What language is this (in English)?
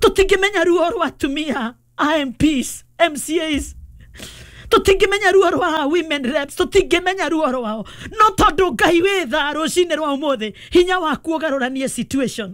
Kikuyu